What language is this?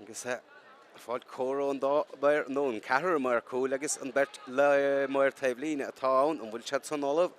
Irish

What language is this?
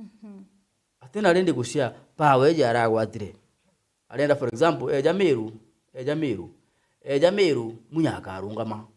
Meru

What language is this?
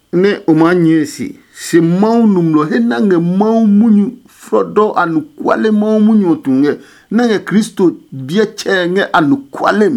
Adangme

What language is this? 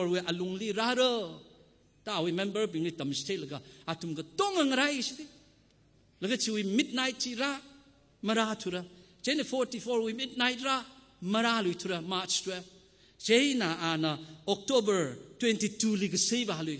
Tangkhul Naga (India)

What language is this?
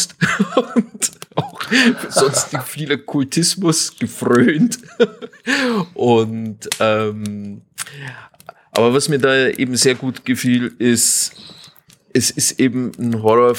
German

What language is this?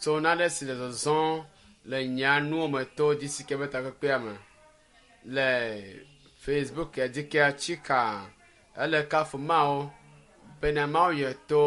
Ewe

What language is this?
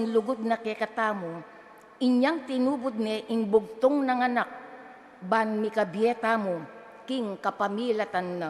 Pampanga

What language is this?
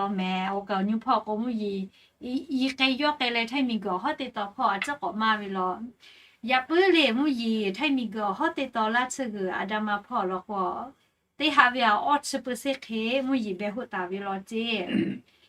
Lahu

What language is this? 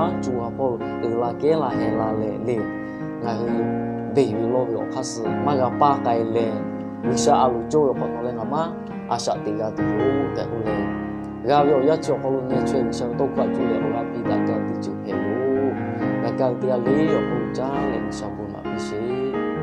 Lahu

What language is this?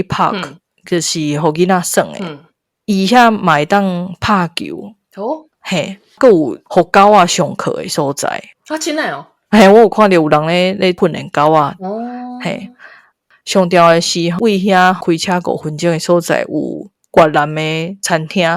Min Nan Chinese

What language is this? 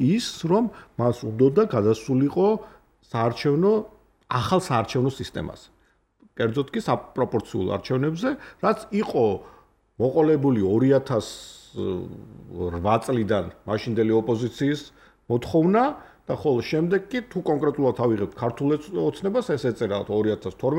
Georgian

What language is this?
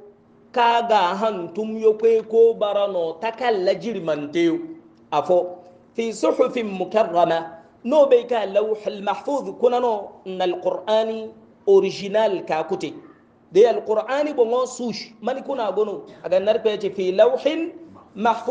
Hausa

